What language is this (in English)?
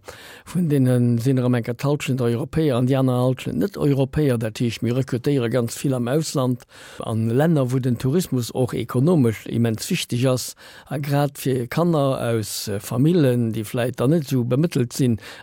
Luxembourgish